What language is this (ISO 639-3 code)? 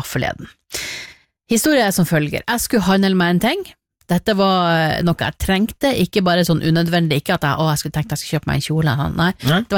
nor